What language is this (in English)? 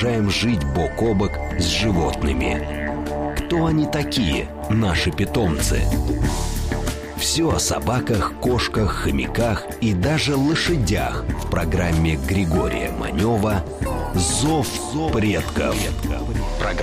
Russian